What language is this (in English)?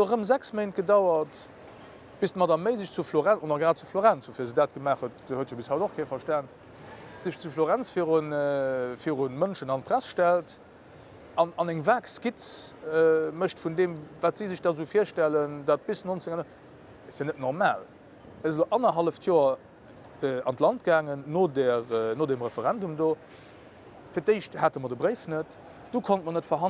Luxembourgish